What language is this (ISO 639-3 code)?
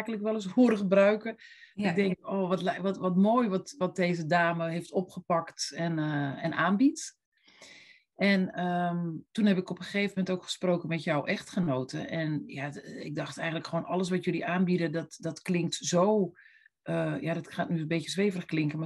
nld